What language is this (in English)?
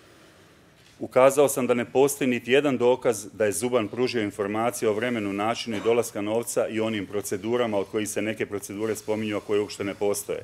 Bosnian